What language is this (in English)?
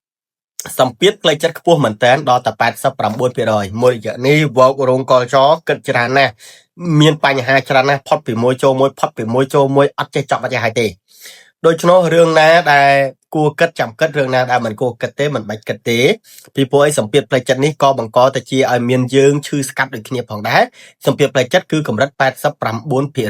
Khmer